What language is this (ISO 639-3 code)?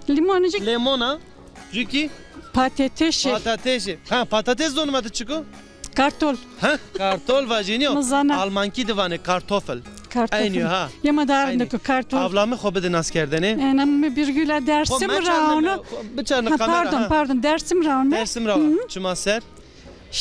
zza